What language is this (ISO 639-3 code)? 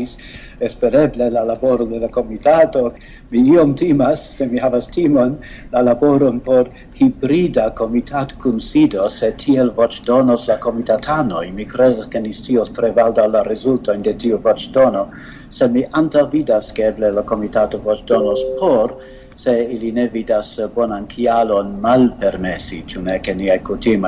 epo